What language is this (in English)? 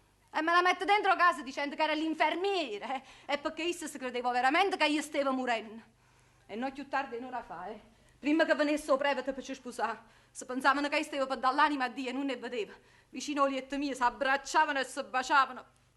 Neapolitan